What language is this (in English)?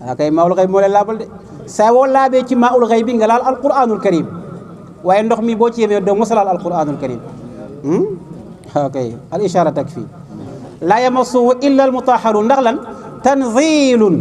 Wolof